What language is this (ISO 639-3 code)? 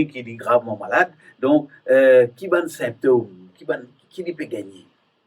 mfe